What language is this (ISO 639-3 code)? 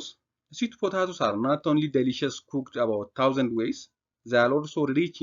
eng